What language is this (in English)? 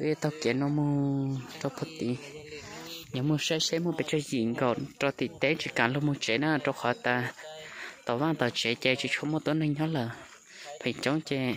Hmong